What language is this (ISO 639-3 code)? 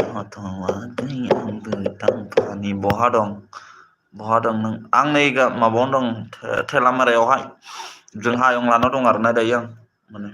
brx